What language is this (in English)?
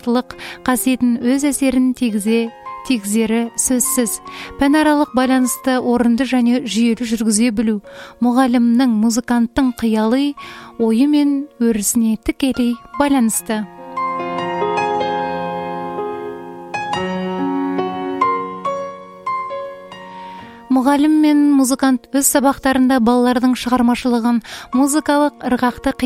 Kazakh